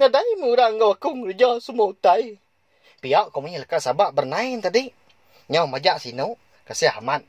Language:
Iban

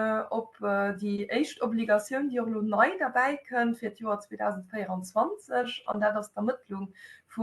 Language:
Luxembourgish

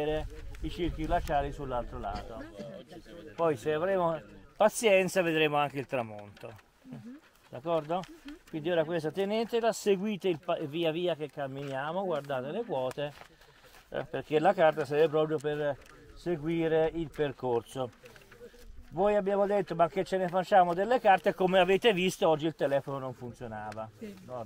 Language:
Italian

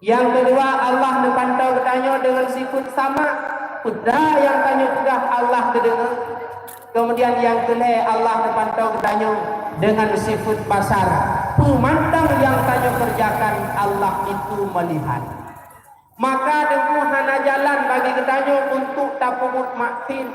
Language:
Achinese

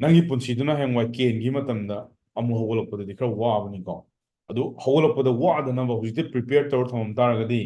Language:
Manipuri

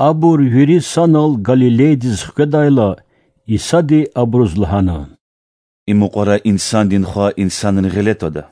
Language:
Lezghian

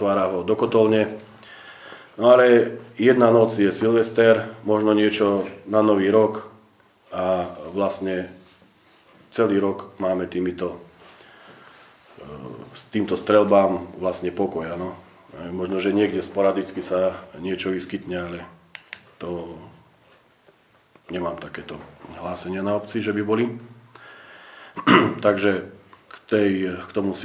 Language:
Slovak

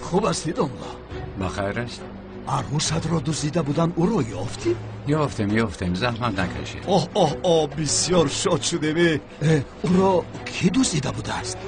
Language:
Tajik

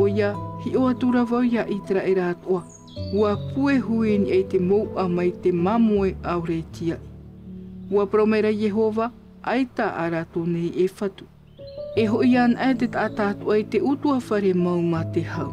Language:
Tahitian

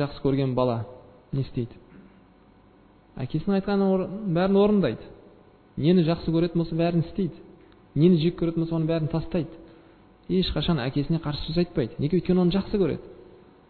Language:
Kazakh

